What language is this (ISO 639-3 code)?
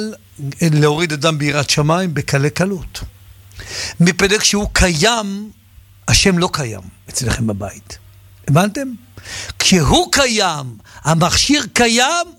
heb